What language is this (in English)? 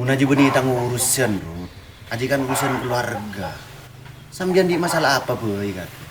Madurese